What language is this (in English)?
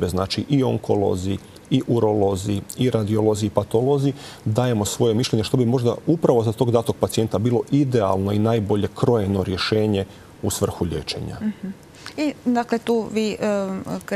Croatian